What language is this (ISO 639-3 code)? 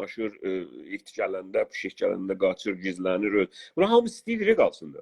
azb